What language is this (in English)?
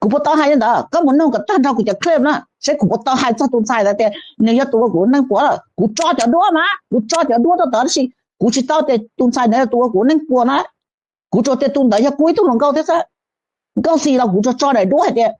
Hmong